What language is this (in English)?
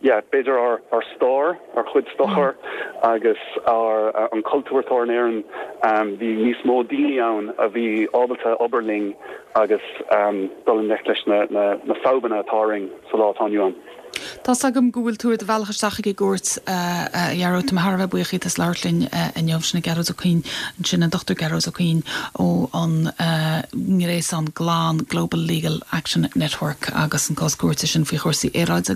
Irish